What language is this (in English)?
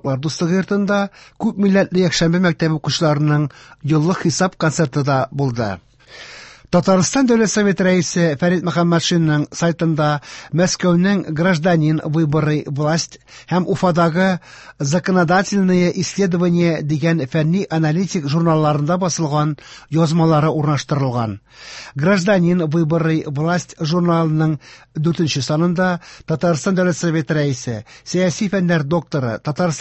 Tatar